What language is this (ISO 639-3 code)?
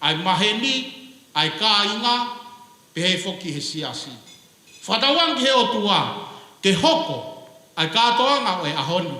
ton